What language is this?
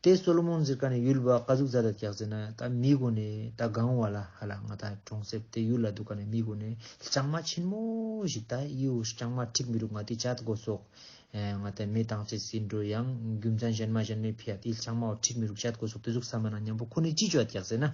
Ladakhi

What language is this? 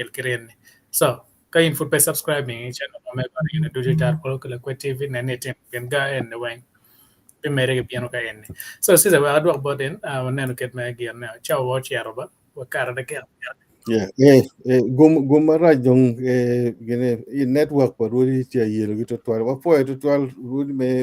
Acoli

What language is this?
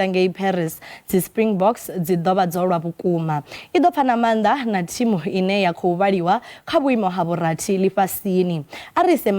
Venda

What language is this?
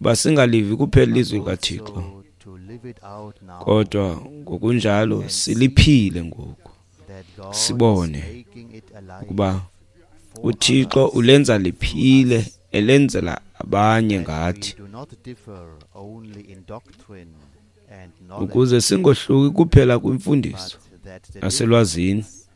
Xhosa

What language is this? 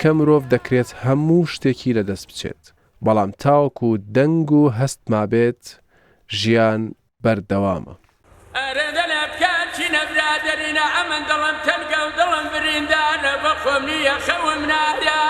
Central Kurdish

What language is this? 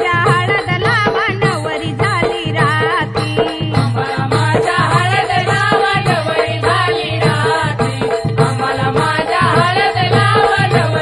Marathi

